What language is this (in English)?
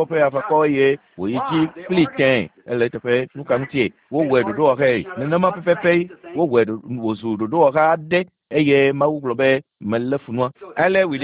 Ewe